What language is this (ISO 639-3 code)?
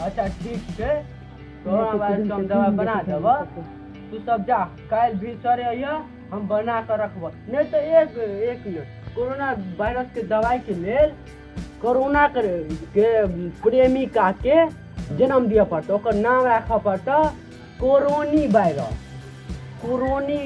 mai